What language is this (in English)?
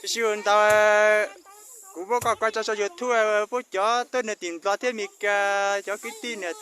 Hmong